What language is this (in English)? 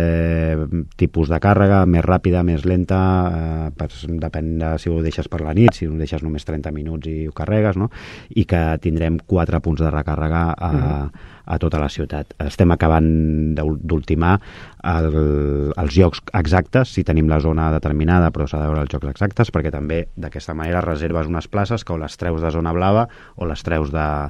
Catalan